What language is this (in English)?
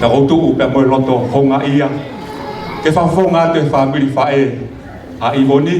Tongan